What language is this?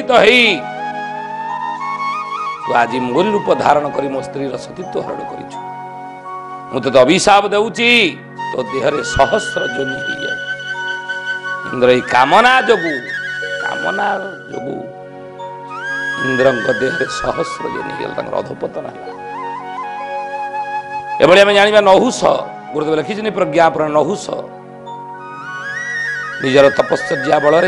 Odia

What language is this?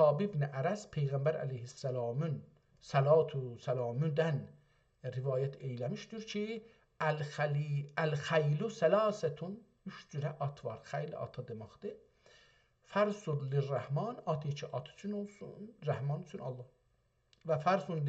South Azerbaijani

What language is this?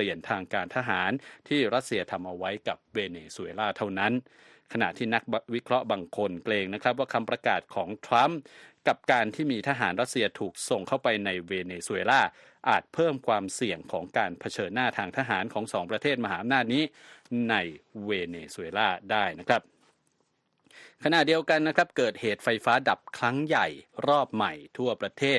Thai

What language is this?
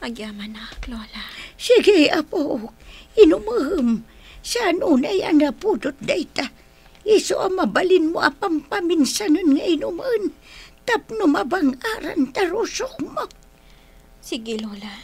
Iloko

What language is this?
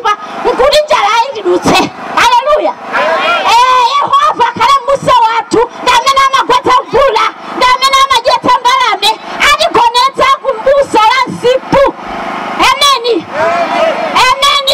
Nyanja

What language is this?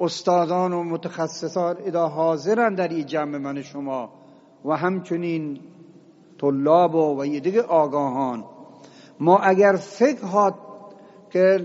Eastern Balochi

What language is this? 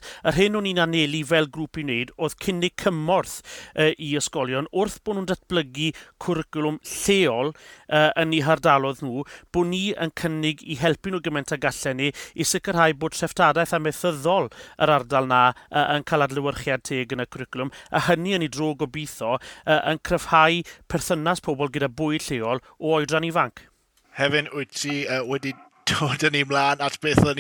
Welsh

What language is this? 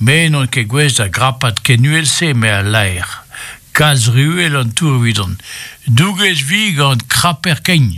Breton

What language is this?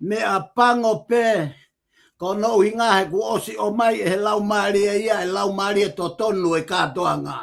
Tongan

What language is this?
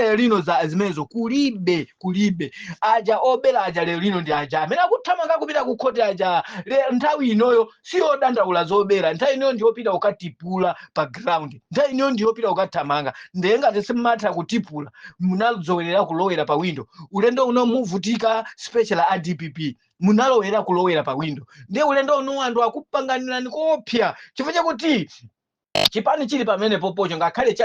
Nyanja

